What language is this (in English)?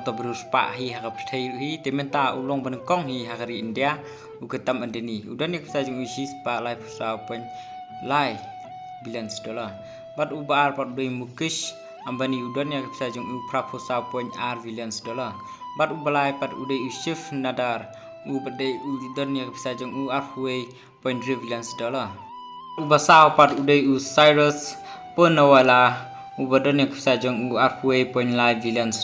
Khasi